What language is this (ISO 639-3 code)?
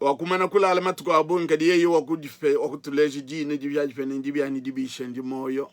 lua